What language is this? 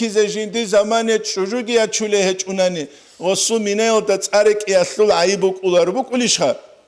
Avaric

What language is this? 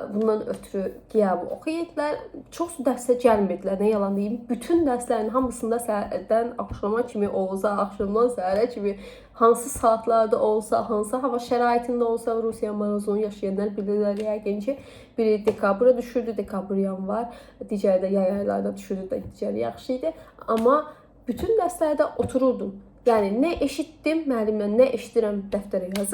Azerbaijani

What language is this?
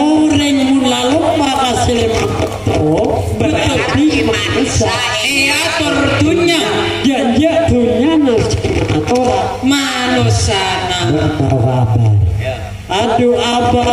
Madurese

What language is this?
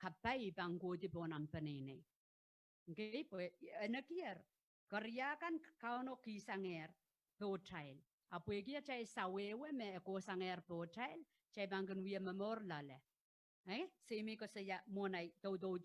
Pohnpeian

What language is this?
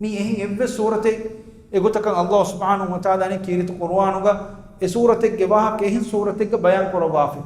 Divehi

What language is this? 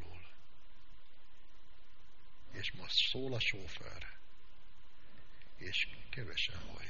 Hungarian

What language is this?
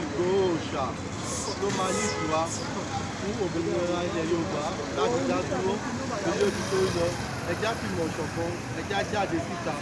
Yoruba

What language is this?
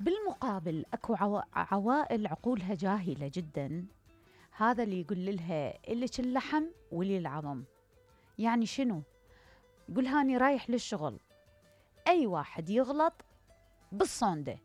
Mesopotamian Arabic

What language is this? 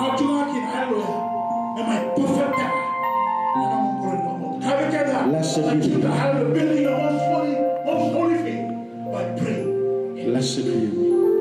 Fijian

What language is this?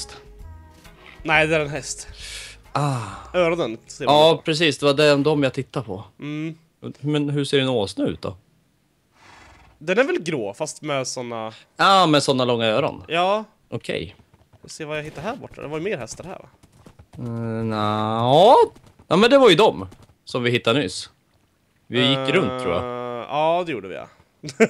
Swedish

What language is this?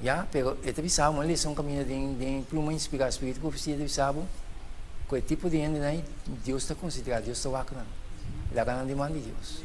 Papiamento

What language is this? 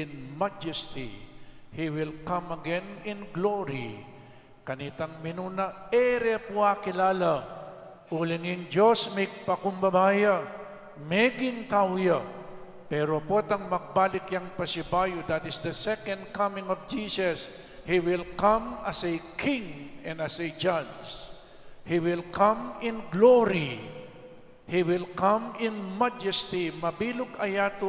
Pampanga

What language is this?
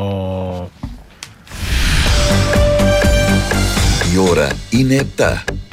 Greek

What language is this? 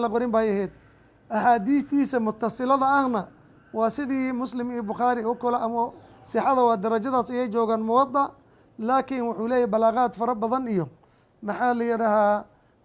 Somali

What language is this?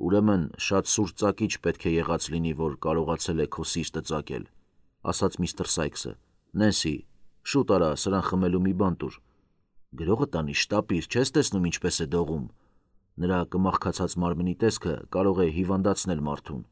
Armenian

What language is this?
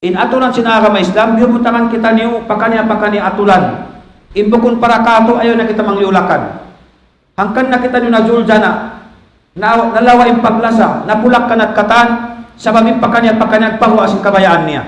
Tausug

